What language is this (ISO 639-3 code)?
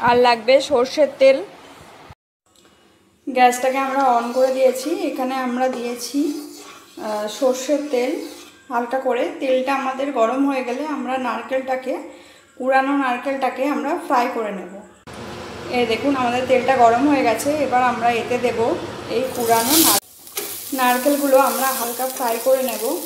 ben